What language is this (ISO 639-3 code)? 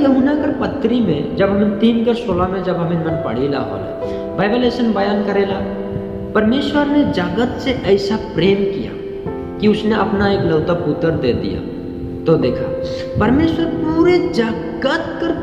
sck